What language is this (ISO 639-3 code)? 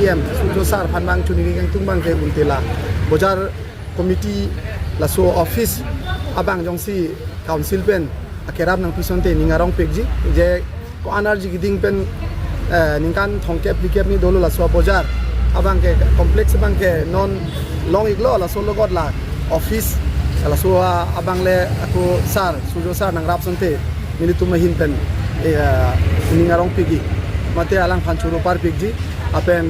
mjw